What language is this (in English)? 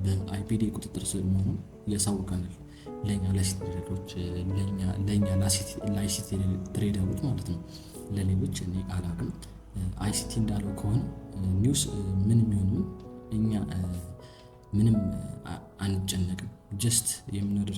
Amharic